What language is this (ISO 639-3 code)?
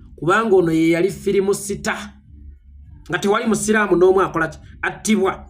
lug